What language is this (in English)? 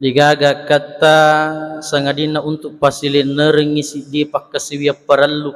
Buginese